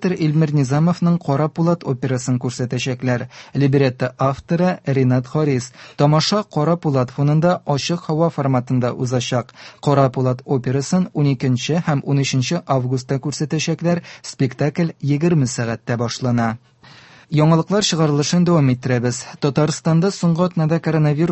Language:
Tatar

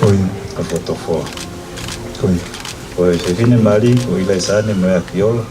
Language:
Tongan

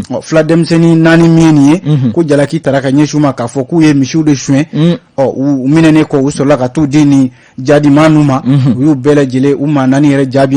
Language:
Bambara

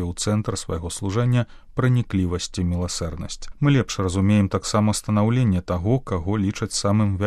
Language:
Belarusian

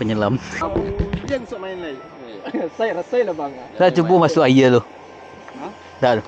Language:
Minangkabau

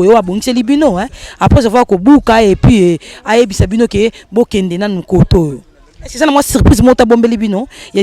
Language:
Lingala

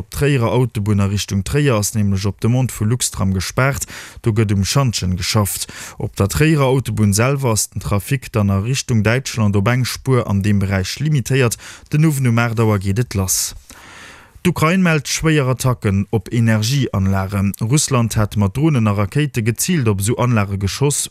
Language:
Luxembourgish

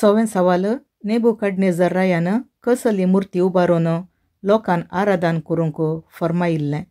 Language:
Konkani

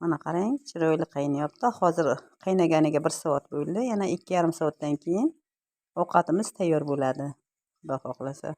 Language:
Uzbek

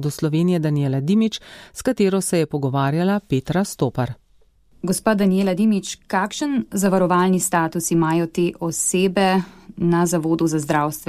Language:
Slovenian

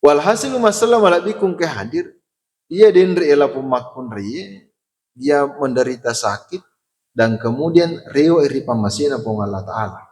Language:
Buginese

